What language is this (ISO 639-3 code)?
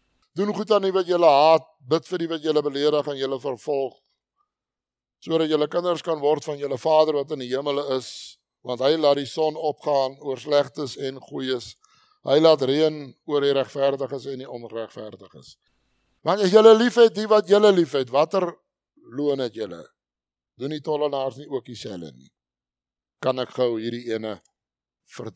afr